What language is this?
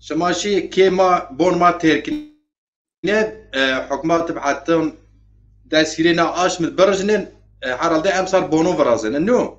Zaza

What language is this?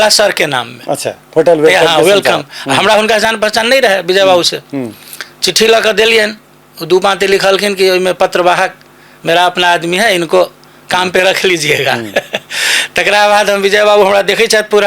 Maithili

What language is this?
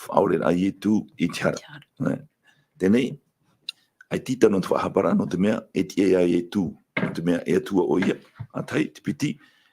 Tahitian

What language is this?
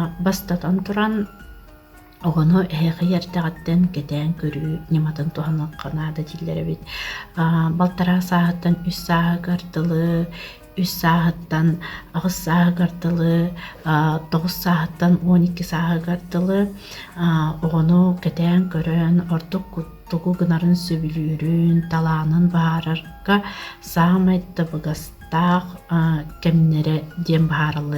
Yakut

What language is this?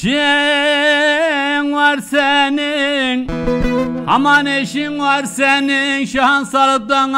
Turkish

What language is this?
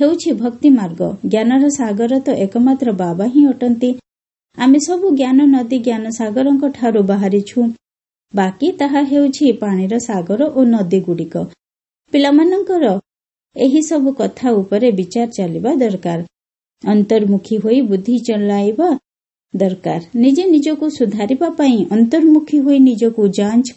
Odia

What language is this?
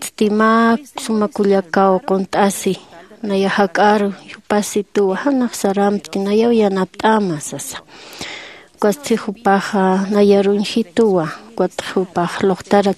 Aymara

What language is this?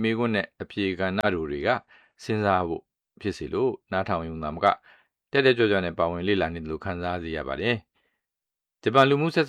Burmese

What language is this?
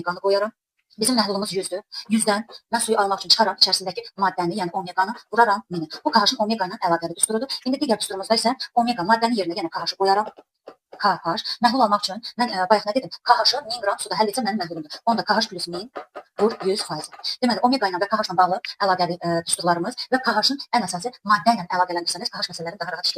Azerbaijani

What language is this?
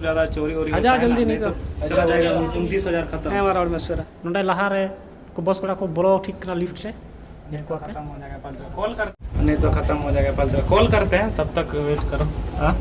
Santali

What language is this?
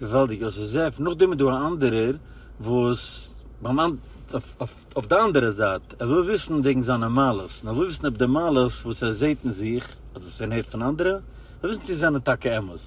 Yiddish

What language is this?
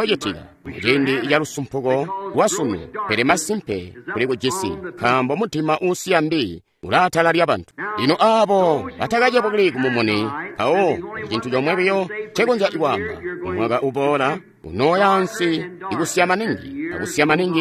Tonga (Zambia)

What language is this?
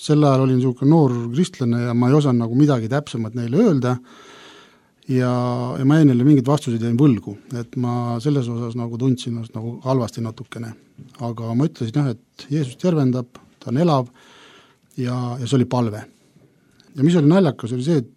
Estonian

